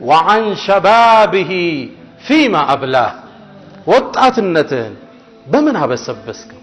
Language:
Amharic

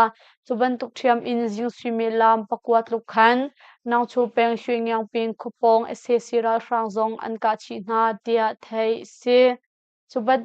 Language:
Hakha Chin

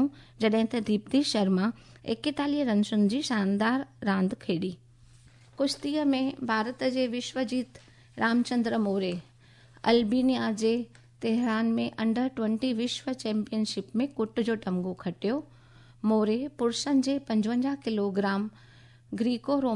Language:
Sindhi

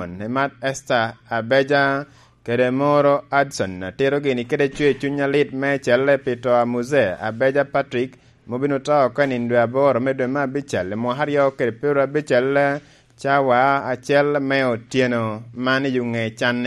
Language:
Lango (Uganda)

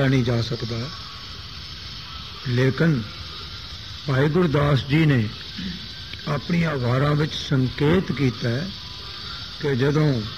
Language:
Punjabi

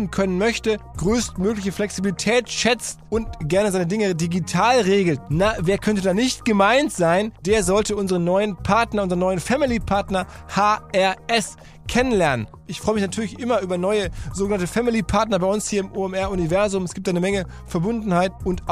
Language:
German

